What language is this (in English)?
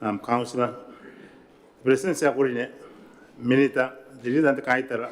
Gilbertese